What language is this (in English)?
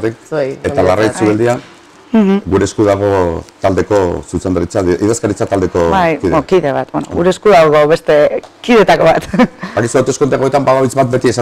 Basque